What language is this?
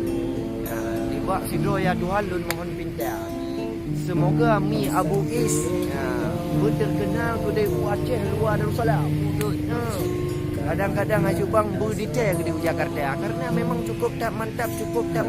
Achinese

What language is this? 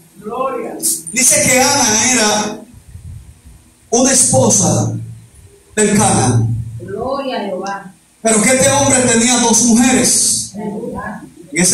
Spanish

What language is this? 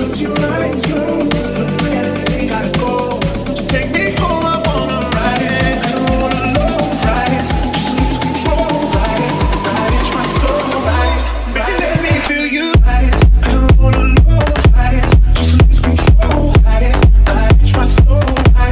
English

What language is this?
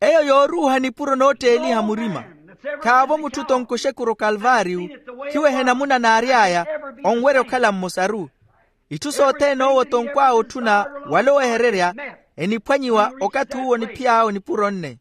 Makhuwa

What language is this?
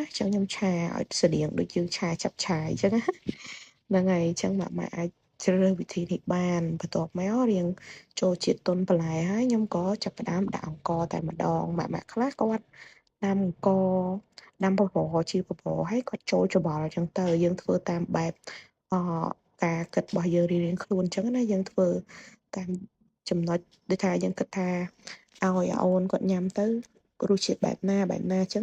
Khmer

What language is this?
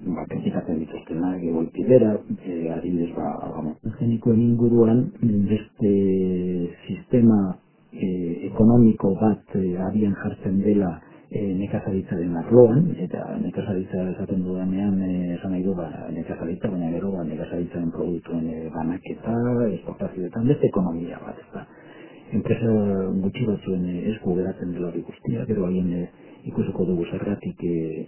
Basque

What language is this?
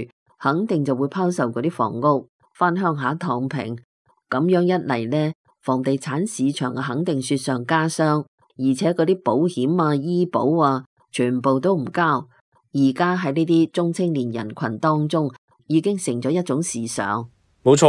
Cantonese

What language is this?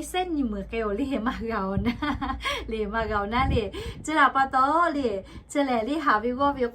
Lahu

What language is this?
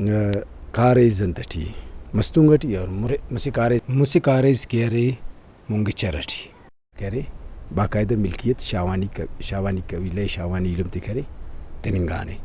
Brahui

